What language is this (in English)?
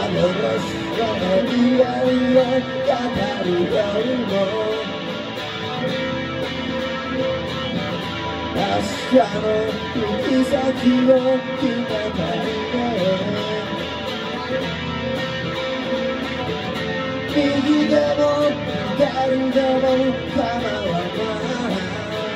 Japanese